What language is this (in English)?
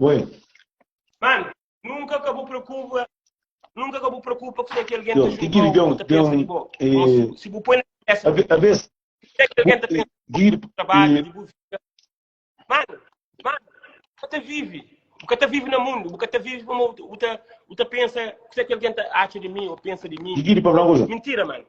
Kabuverdianu